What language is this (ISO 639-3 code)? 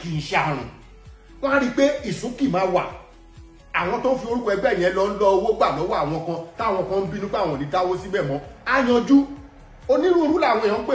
yor